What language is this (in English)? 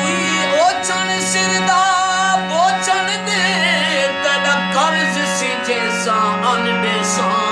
Saraiki